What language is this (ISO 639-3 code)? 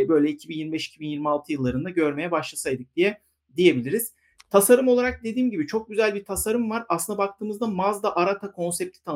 tur